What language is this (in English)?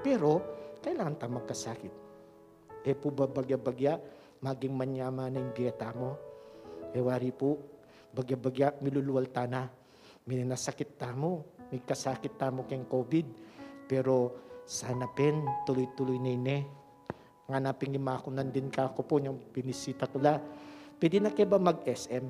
Pampanga